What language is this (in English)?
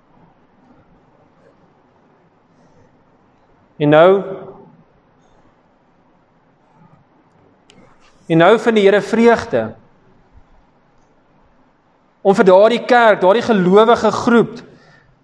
Afrikaans